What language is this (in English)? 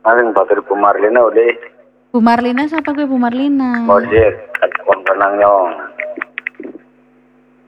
Indonesian